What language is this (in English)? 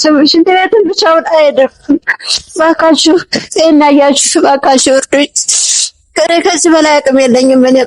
Amharic